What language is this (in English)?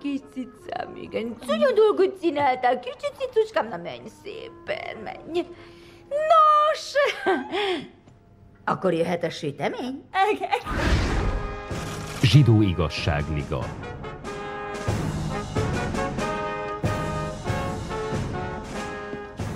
Hungarian